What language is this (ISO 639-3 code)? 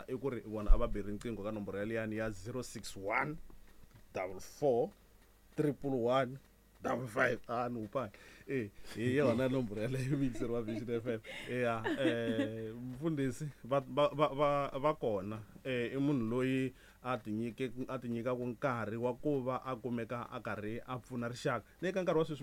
tso